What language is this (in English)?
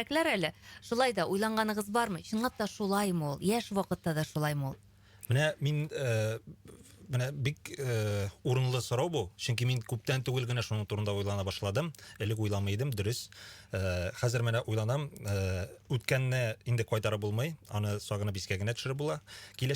Tatar